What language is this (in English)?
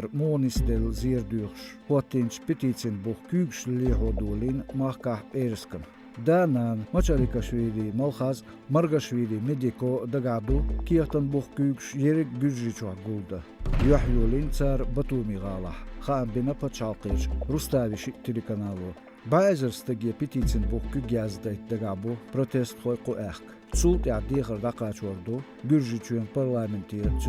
Chechen